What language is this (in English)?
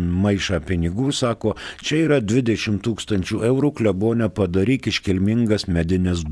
Lithuanian